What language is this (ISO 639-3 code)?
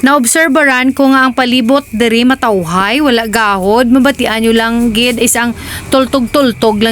hil